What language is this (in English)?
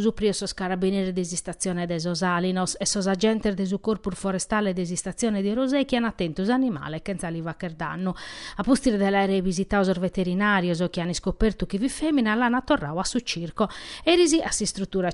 Sardinian